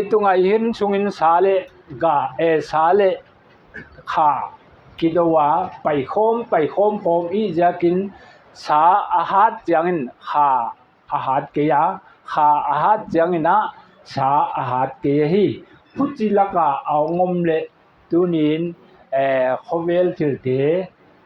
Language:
Paite Chin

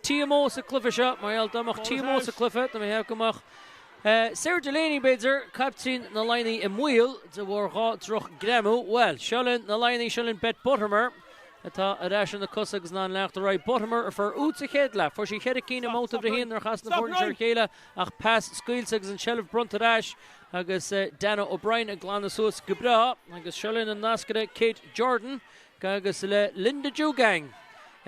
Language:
Irish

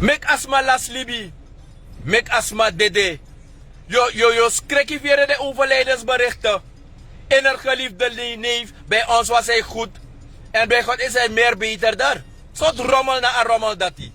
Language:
Sranan Tongo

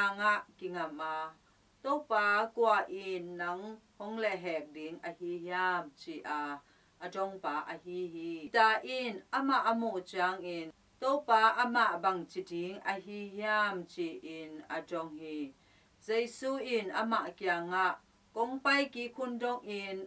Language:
Tedim Chin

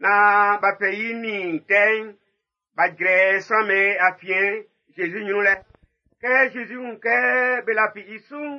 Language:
Baoulé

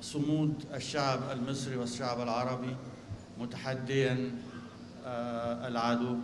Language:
North Levantine Arabic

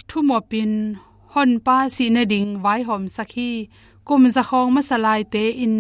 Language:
Tedim Chin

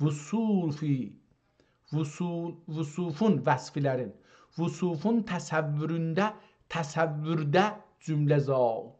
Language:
South Azerbaijani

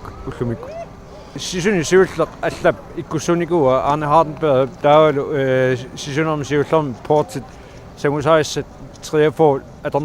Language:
Kalaallisut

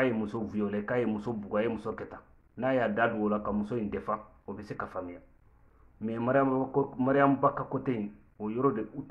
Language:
Bambara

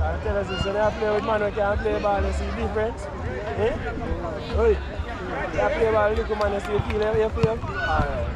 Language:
Jamaican Creole English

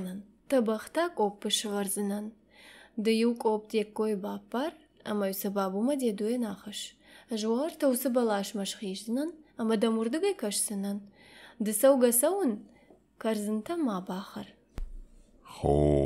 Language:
Ossetic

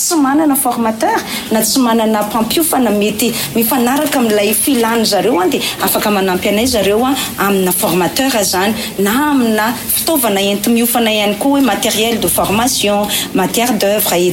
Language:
Malagasy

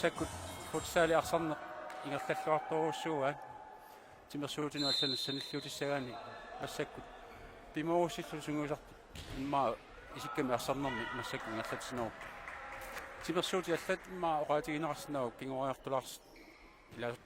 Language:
Kalaallisut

